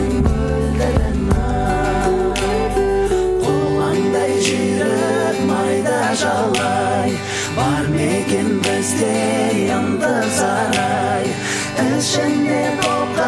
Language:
Kazakh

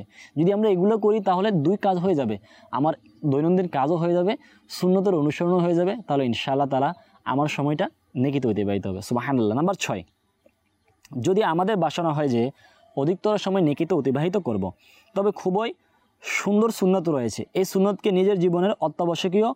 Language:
Bangla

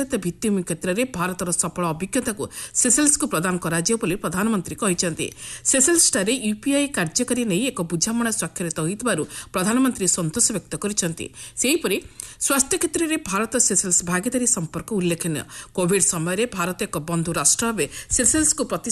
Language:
Odia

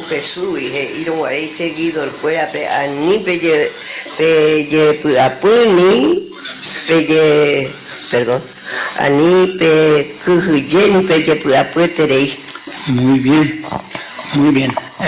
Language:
Guarani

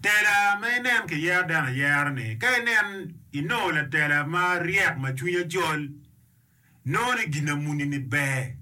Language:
Acoli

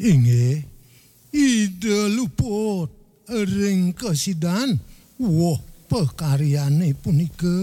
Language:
Balinese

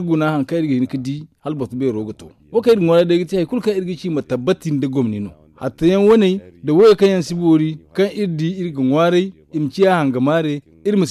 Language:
Zarma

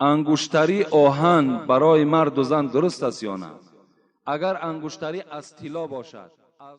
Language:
Tajik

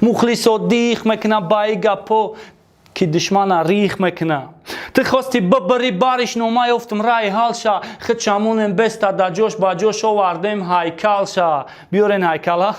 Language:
Tajik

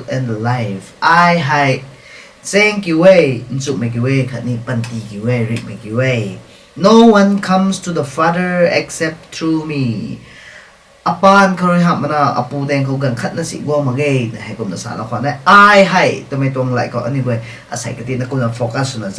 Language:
Rongmei Naga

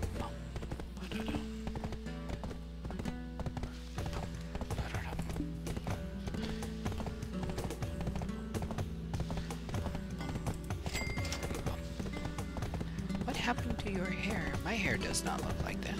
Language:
English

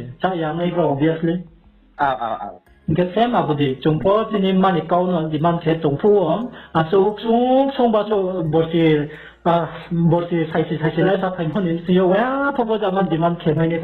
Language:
Riang (India)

